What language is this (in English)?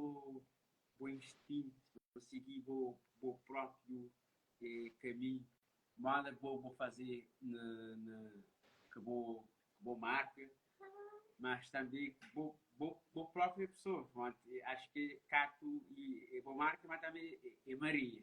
Kabuverdianu